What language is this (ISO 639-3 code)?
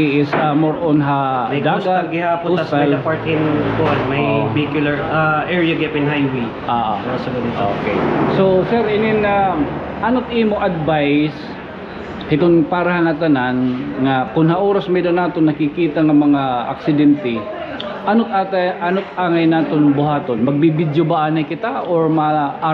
war